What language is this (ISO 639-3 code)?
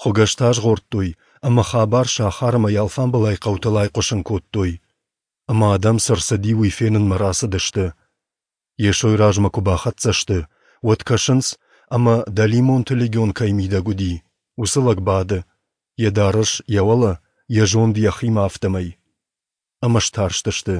oss